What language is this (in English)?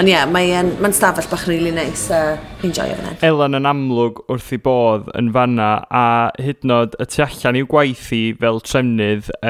Welsh